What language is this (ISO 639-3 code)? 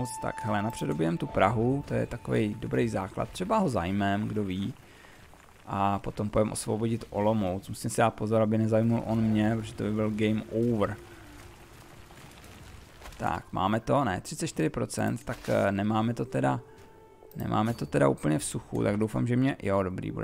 ces